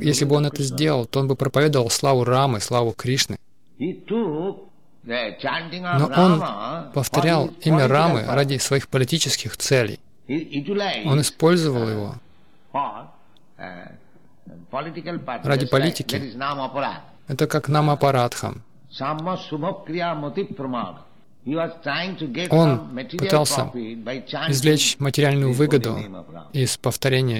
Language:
Russian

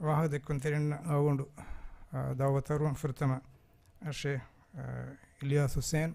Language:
Divehi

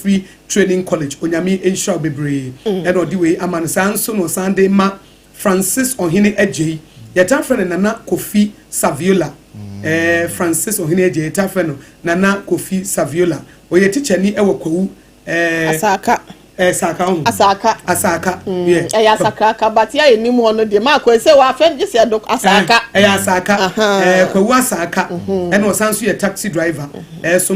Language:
Akan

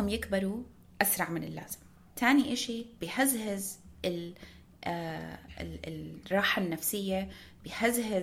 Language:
North Levantine Arabic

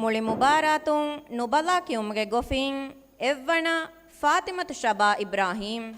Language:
Divehi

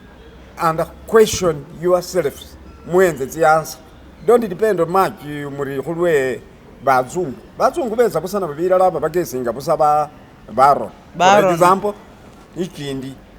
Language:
Masaaba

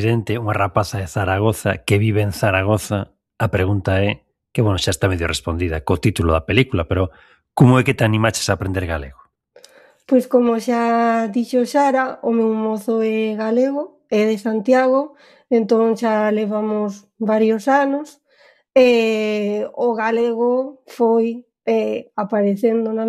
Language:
Galician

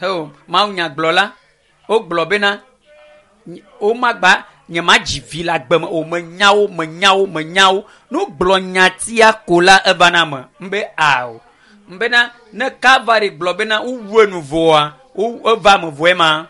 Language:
Ewe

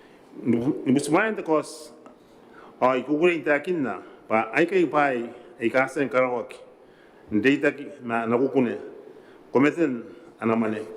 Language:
Gilbertese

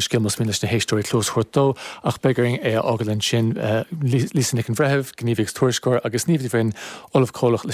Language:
Irish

